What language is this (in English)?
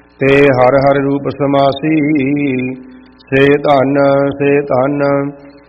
Punjabi